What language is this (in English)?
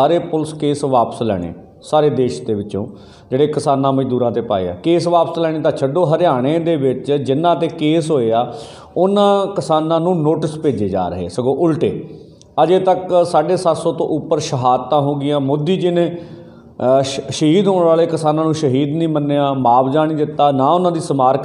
Punjabi